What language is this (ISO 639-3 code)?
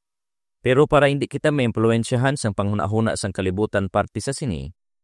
hil